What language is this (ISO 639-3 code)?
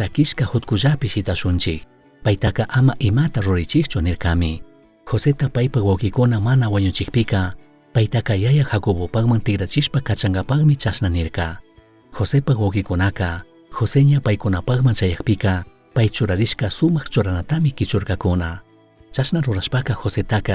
qug